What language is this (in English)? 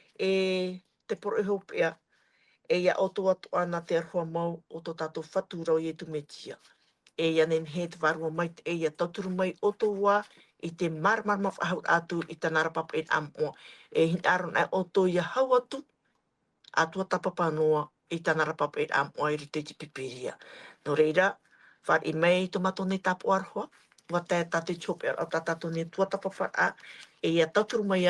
Tahitian